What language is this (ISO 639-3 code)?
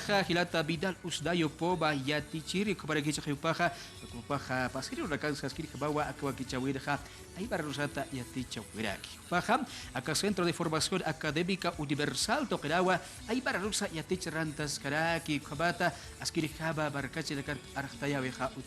aym